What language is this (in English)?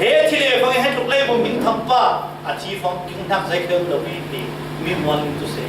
Falam Chin